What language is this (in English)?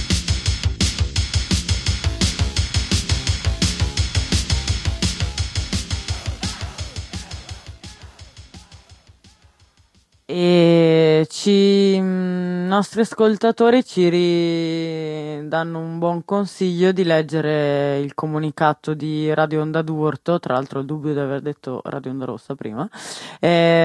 Italian